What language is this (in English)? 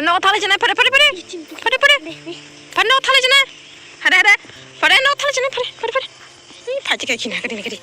Kok Borok